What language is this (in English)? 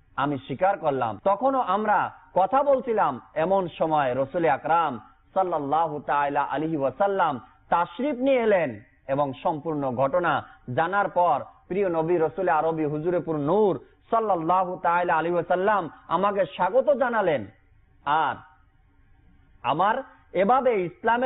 Bangla